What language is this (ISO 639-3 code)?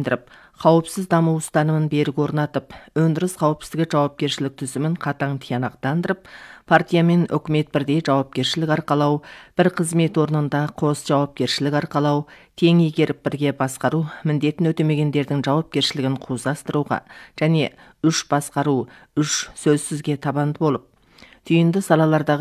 kaz